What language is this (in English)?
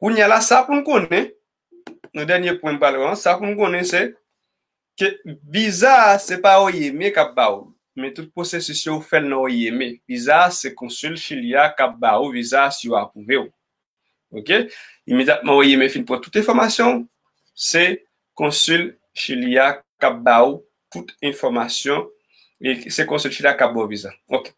Haitian Creole